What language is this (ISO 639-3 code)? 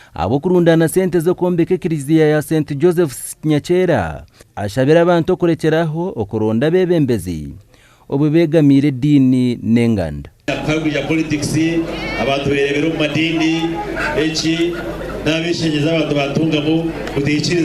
nyn